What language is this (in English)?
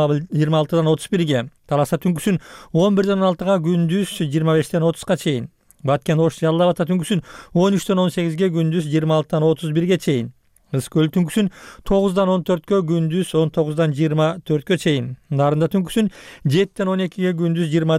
Kyrgyz